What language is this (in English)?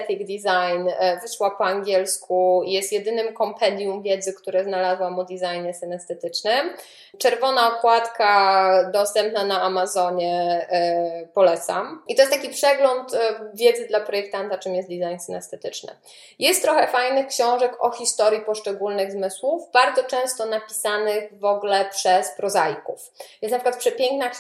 Polish